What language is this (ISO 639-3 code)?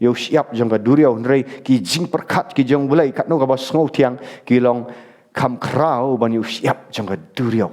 kha